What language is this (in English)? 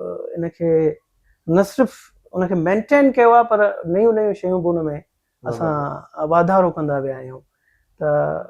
Sindhi